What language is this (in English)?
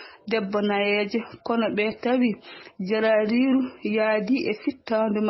Fula